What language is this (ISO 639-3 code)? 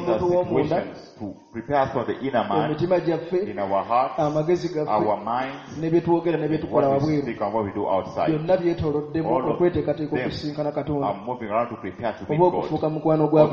lug